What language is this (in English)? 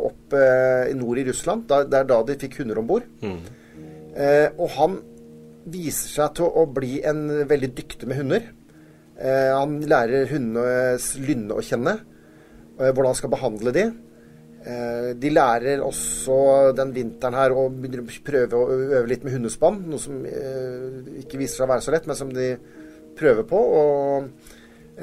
Norwegian